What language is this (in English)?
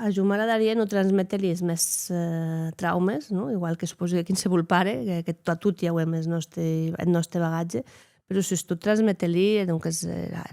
Occitan